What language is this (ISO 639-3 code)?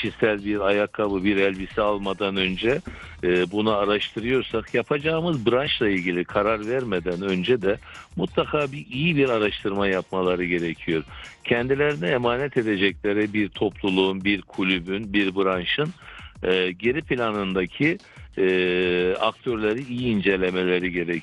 tur